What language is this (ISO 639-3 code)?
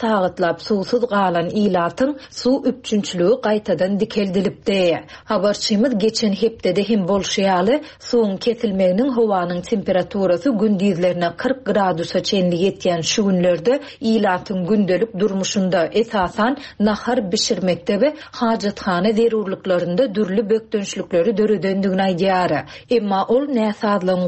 tuk